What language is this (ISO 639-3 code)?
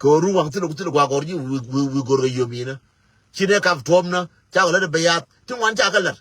nus